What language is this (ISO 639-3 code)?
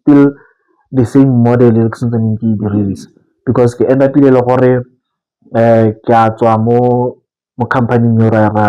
tsn